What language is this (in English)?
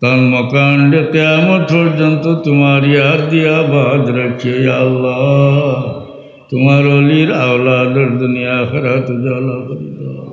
Sylheti